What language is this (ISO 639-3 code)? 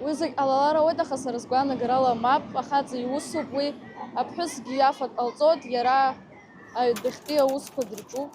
abk